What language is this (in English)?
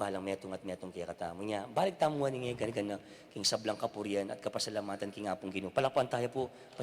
Pampanga